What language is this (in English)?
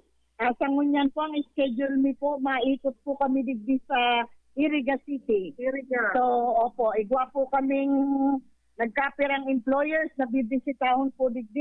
Bikol